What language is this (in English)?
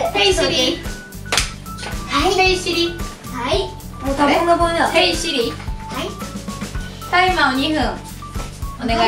Japanese